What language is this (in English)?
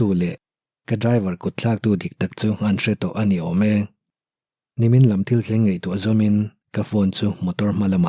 Mizo